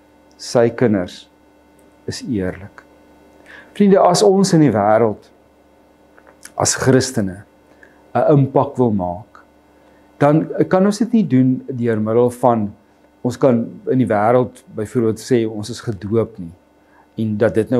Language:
Afrikaans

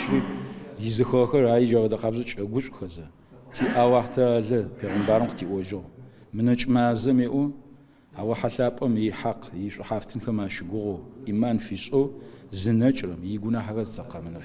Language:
Adyghe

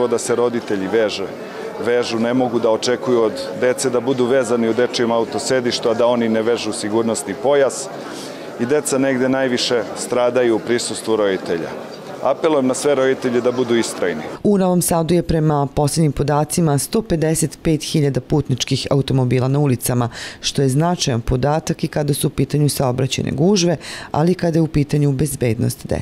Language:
Serbian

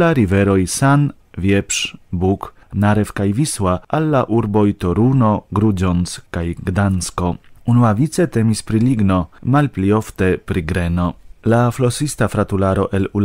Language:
Esperanto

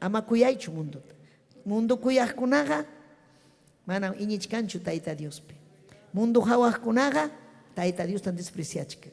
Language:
Ayacucho Quechua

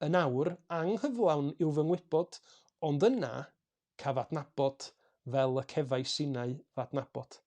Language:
Welsh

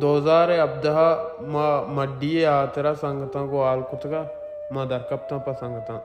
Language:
Baluchi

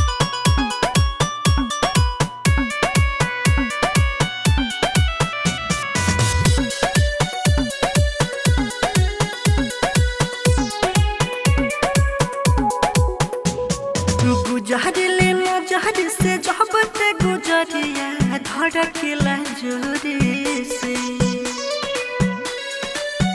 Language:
Bhojpuri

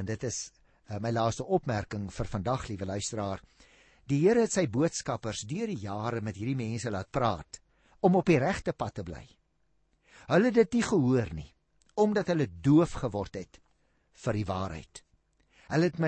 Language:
Afrikaans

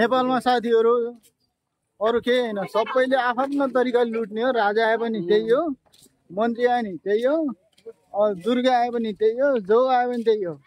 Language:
Nepali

